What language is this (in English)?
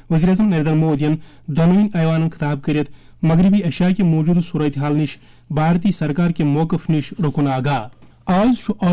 Kashmiri